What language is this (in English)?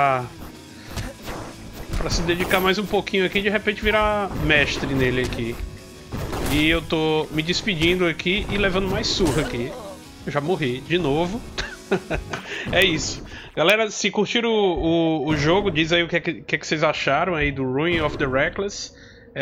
Portuguese